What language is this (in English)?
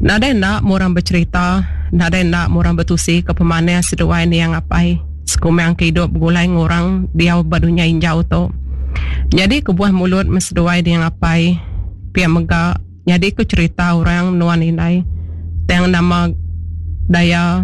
Iban